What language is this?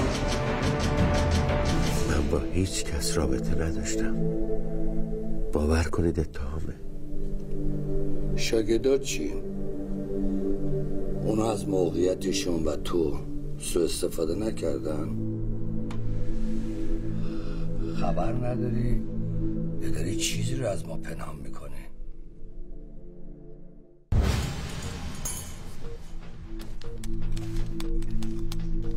Persian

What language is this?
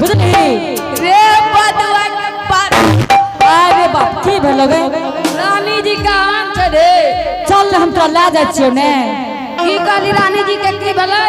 Angika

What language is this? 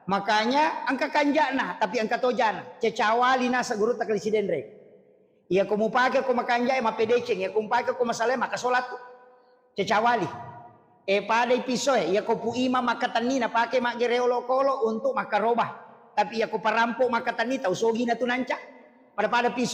Buginese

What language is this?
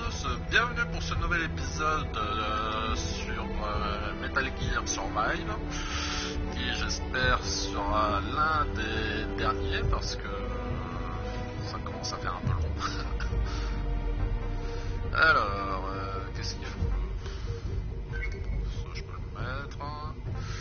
French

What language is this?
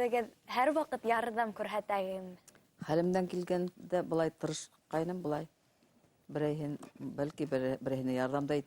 Bashkir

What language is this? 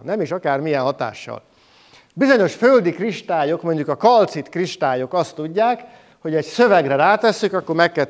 Hungarian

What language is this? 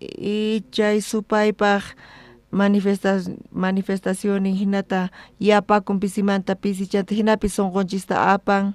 South Bolivian Quechua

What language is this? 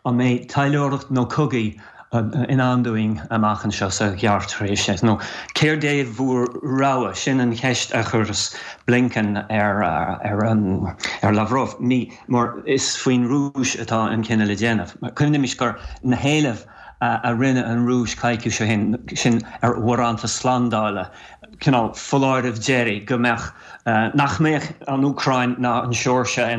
Irish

